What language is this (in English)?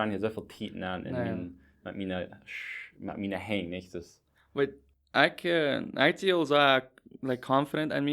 Plautdietsch